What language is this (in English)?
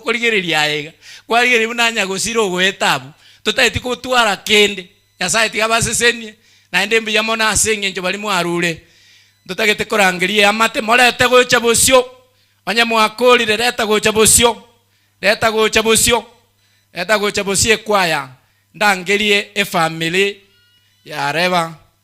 Gusii